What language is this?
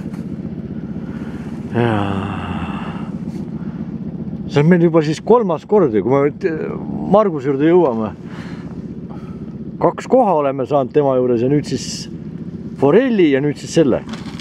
Estonian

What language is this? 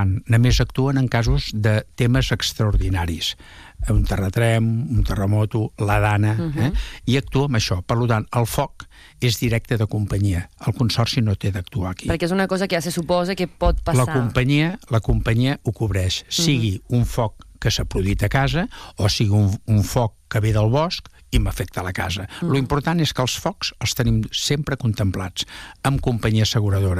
Catalan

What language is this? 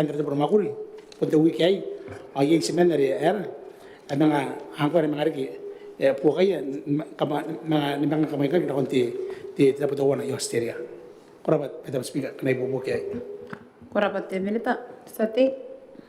Gilbertese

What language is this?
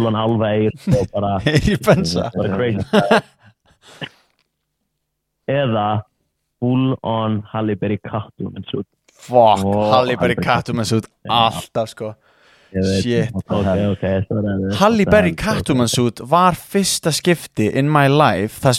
Icelandic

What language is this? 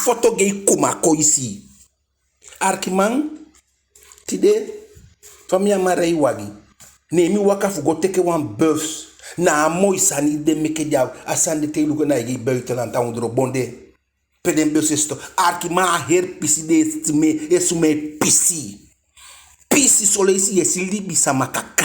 Eastern Maroon Creole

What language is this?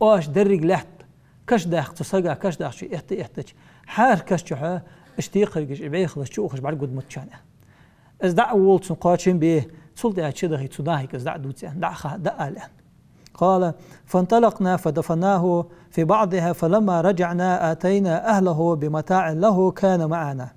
Ingush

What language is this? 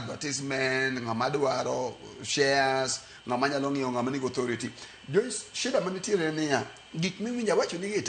Luo (Kenya and Tanzania)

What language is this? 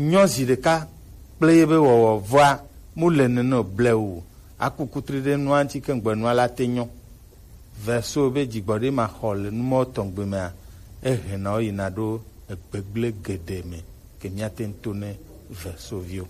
Gen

